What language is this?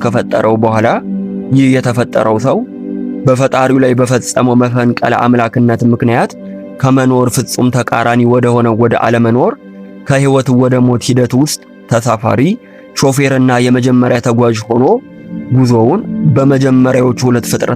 Amharic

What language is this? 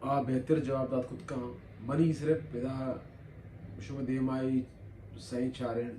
Baluchi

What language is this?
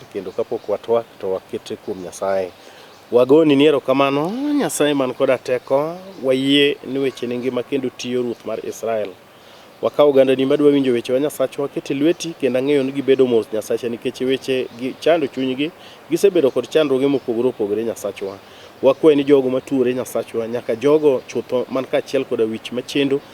Luo (Kenya and Tanzania)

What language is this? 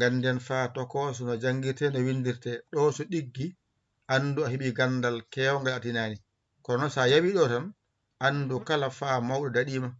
Fula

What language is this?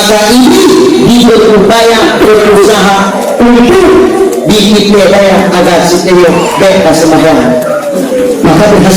Achinese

